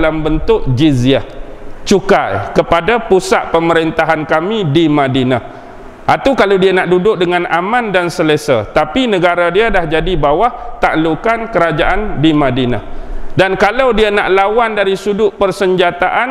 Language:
Malay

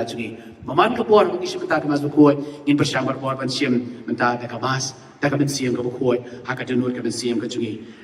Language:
Khasi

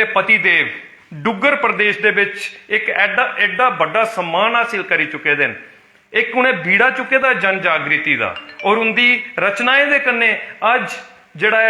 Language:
Dogri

